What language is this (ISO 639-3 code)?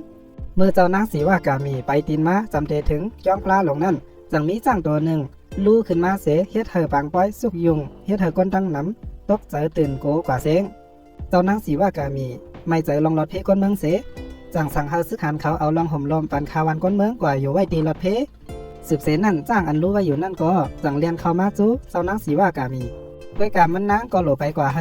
shn